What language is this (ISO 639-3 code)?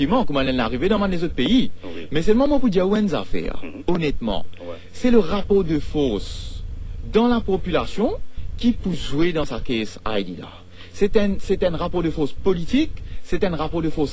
mfe